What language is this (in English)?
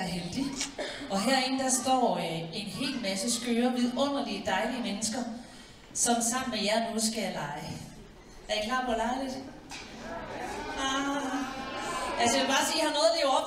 Danish